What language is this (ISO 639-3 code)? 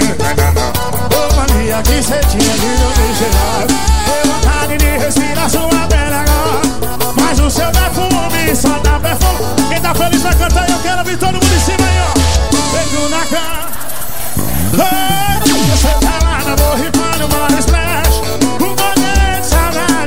por